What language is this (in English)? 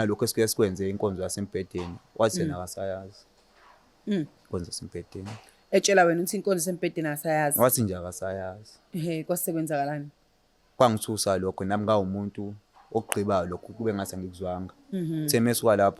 Zulu